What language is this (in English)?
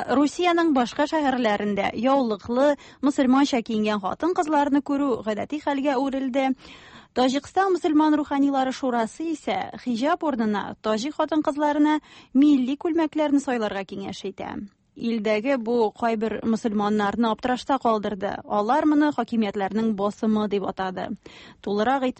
Tatar